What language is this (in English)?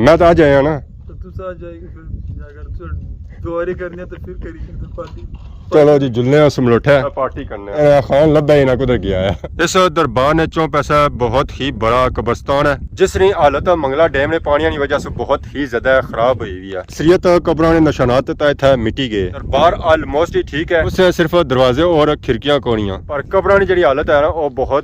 Pahari-Potwari